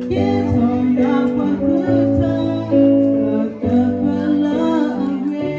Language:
S'gaw Karen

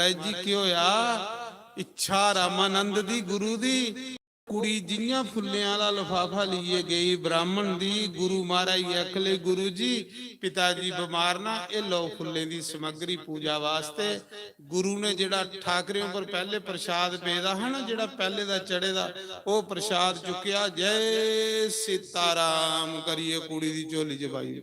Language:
Dogri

